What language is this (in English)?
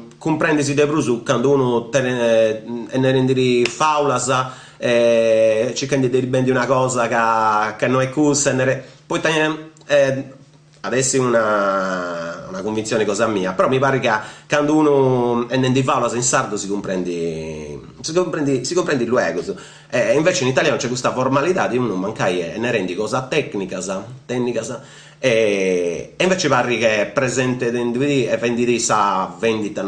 Sardinian